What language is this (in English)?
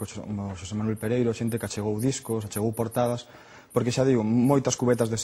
Galician